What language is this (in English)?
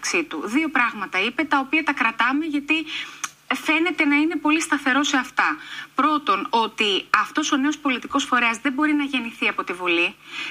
Greek